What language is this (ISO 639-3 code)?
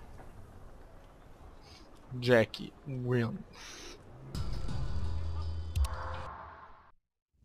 por